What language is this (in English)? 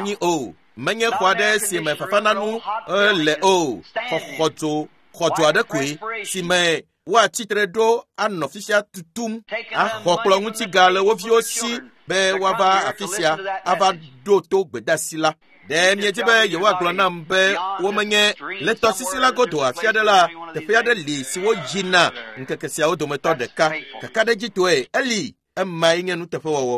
Ewe